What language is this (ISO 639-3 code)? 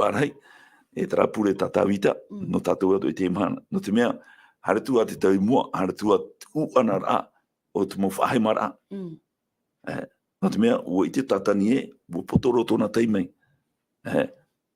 tah